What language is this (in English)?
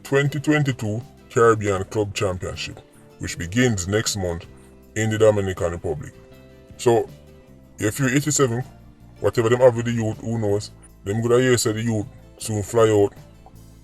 Jamaican Creole English